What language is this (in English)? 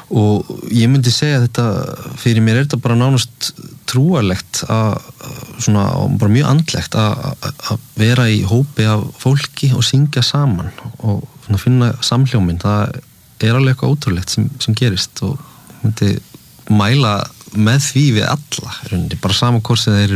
Icelandic